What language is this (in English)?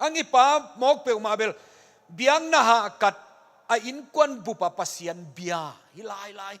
Tedim Chin